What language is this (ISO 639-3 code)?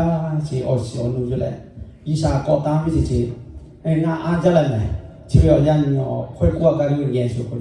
lhu